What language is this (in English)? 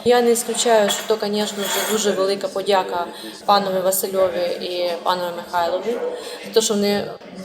Rusyn